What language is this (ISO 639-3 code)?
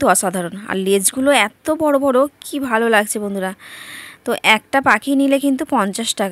ben